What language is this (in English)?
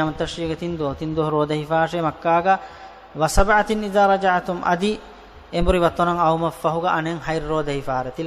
Divehi